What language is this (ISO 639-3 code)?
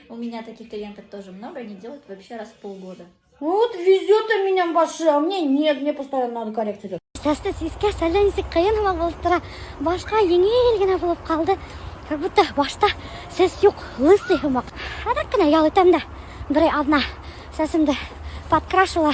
bak